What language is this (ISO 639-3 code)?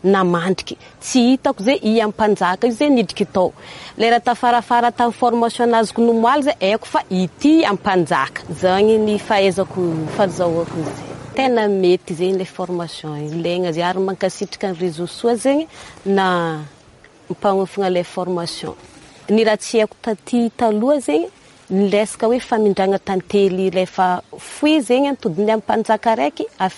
mlg